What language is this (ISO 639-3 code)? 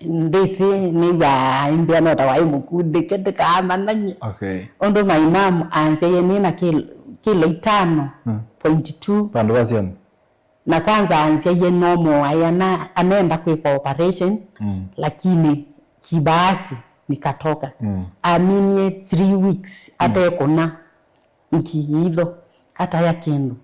kam